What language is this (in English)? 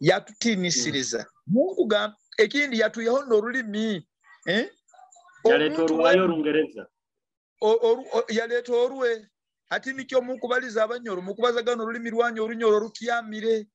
Nyoro